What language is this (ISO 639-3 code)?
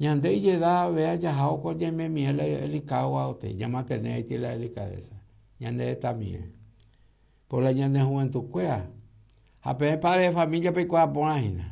grn